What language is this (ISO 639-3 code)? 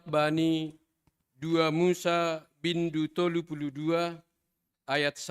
bts